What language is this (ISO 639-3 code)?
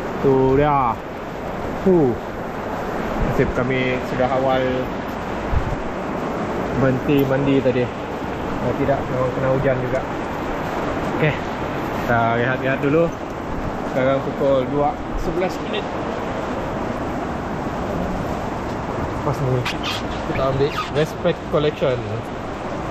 msa